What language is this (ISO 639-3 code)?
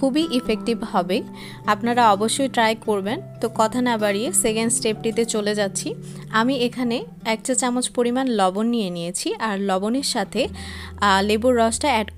ben